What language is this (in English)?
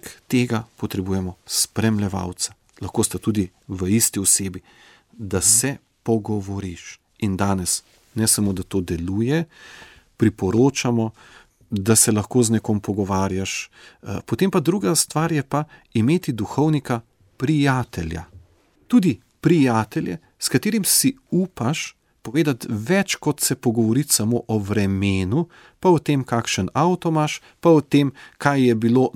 Slovenian